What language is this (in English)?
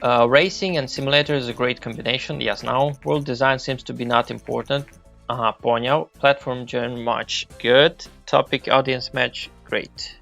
Rusyn